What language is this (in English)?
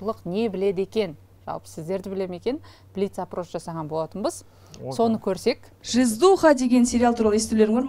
Kazakh